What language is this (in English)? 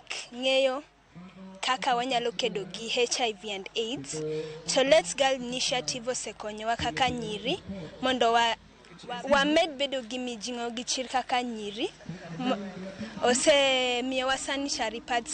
Luo (Kenya and Tanzania)